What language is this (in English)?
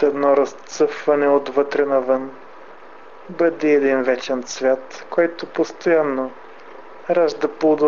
Bulgarian